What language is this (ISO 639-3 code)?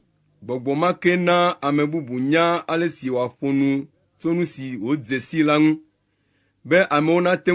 ewe